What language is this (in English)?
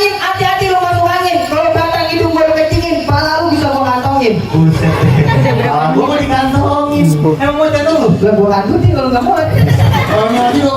Betawi